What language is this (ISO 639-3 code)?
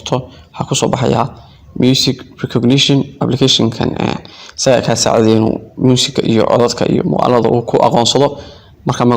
som